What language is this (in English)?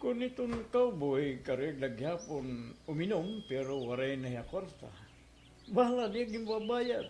Waray